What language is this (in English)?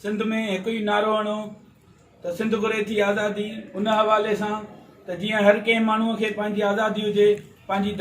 Sindhi